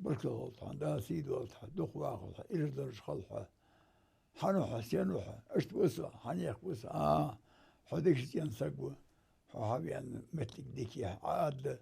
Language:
Ingush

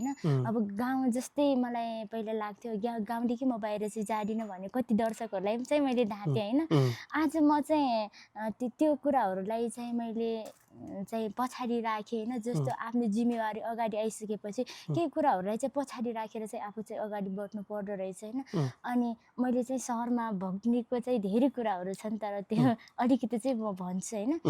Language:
Nepali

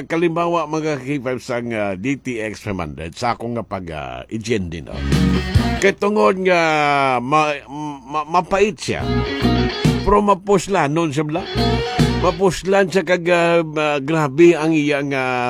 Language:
Hiligaynon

